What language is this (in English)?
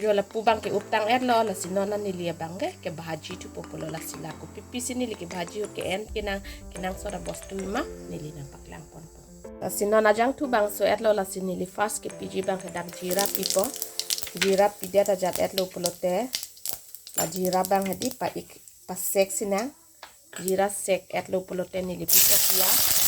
Karbi